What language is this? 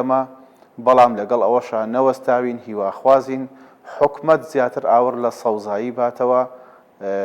Central Kurdish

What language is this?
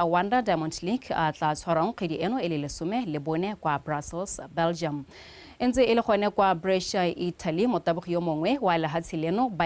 Tswana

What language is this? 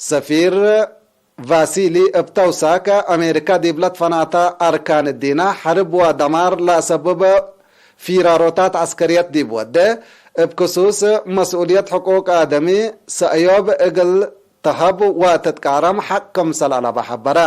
Tigre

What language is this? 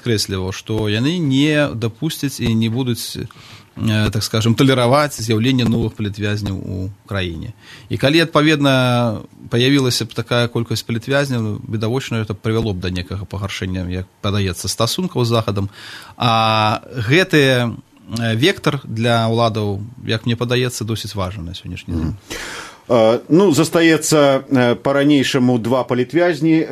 Belarusian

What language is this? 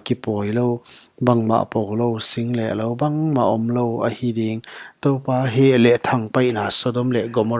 Paite Chin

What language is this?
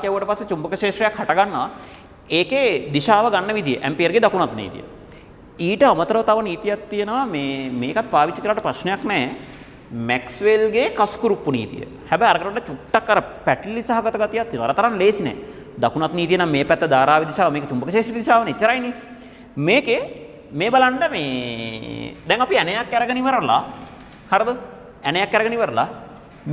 Sinhala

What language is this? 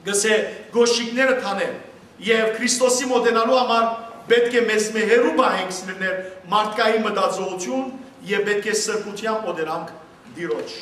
Western Armenian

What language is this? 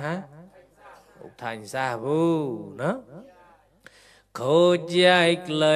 Mon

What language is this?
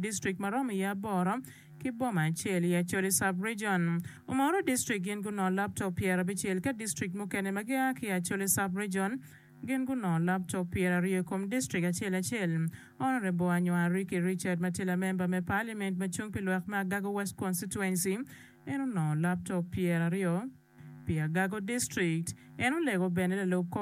Acoli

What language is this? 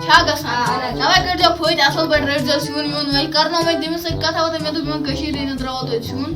Kashmiri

